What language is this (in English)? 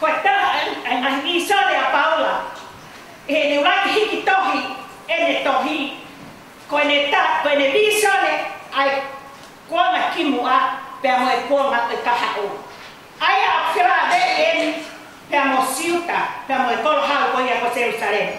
Tongan